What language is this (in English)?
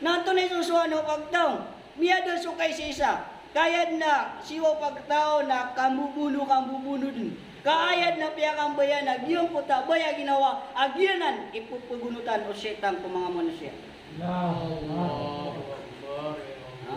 Maranao